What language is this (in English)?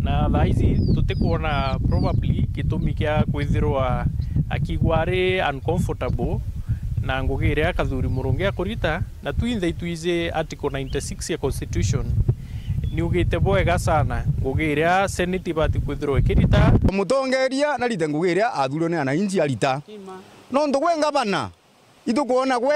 Meru